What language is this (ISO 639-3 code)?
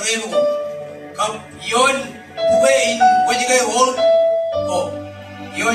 mah